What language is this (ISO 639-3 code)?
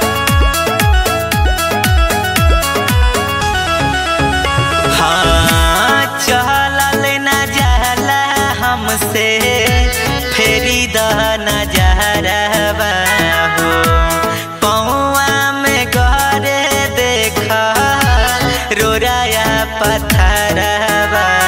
bho